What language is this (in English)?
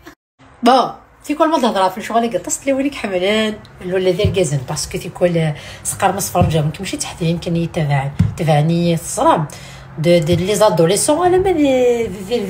Kabyle